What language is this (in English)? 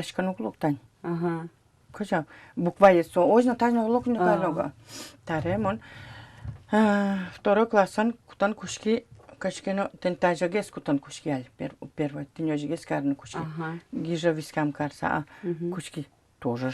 Udmurt